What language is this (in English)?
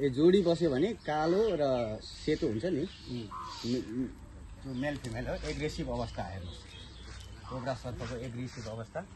Nepali